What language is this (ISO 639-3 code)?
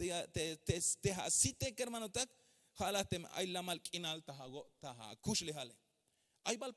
tzh